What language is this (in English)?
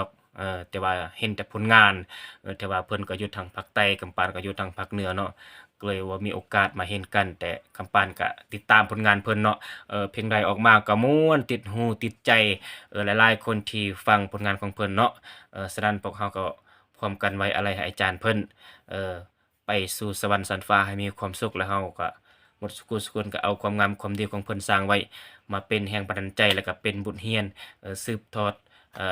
Lao